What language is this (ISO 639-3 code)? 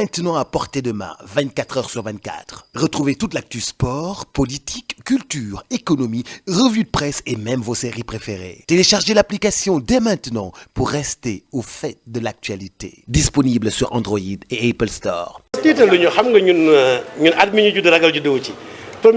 wol